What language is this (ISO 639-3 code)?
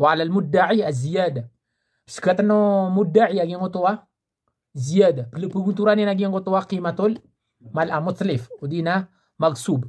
mrw